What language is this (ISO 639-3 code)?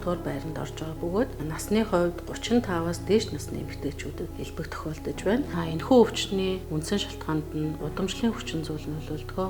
mon